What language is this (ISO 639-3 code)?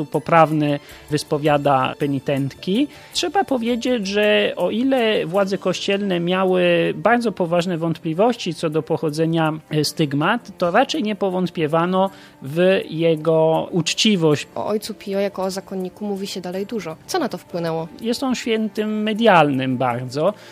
pol